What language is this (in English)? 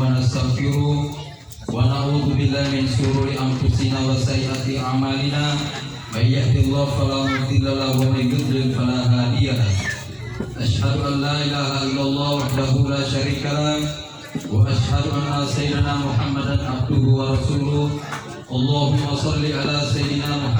Gorontalo